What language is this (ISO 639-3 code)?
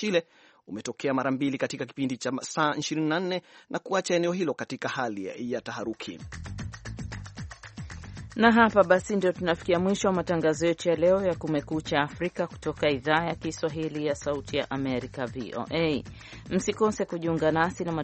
swa